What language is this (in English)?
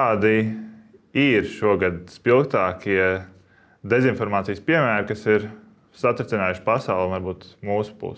Latvian